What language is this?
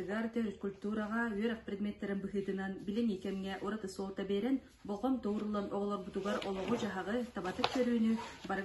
Yakut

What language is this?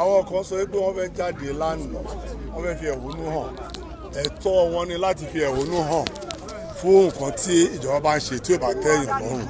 Yoruba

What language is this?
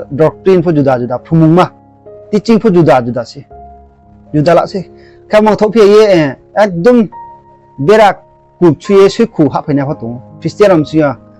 Riang (India)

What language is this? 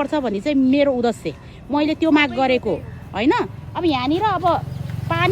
Nepali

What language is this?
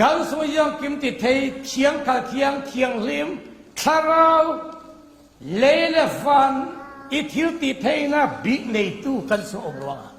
Falam Chin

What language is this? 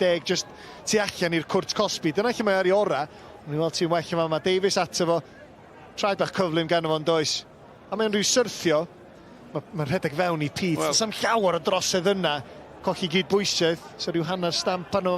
Welsh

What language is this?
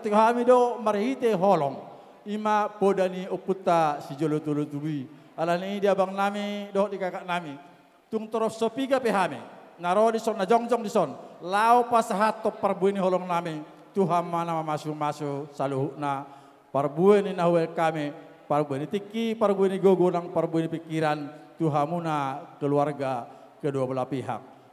Batak Toba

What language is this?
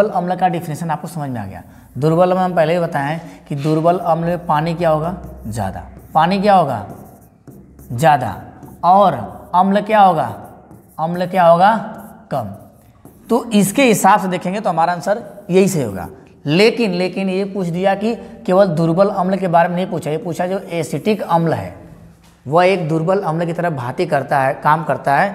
Hindi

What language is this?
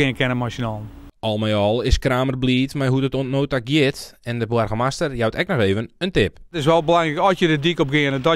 Western Frisian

